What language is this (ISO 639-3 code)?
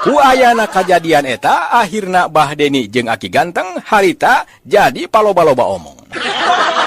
sun